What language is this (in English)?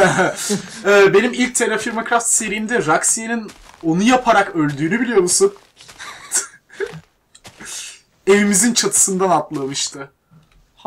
Turkish